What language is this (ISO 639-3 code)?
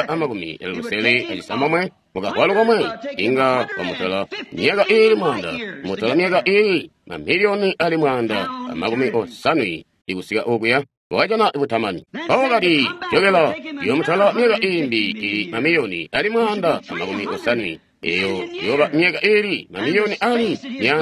toi